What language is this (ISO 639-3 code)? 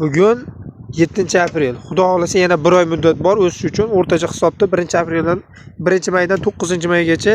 uzb